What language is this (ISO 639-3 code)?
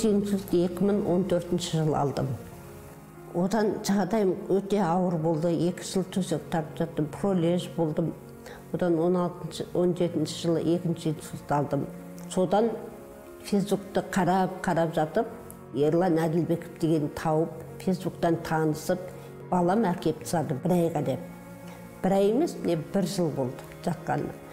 kaz